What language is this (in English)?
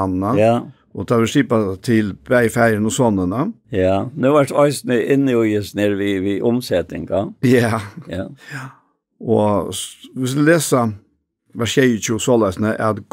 Faroese